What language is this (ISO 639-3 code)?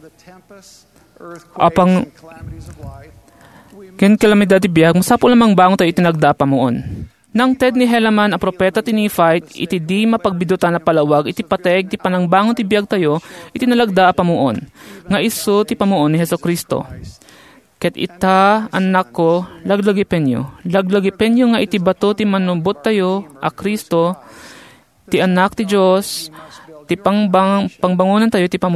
ilo